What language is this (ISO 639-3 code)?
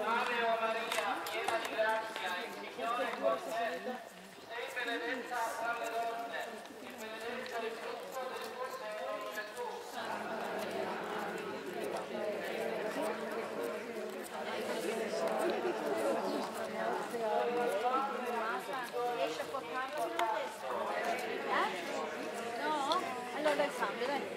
ita